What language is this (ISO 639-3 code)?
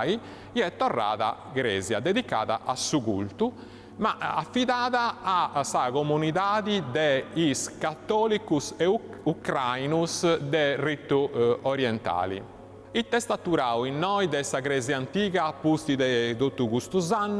srd